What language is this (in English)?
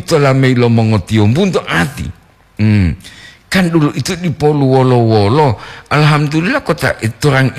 Gorontalo